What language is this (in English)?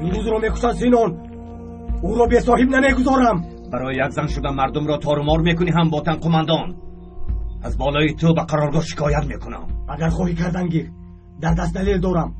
Tajik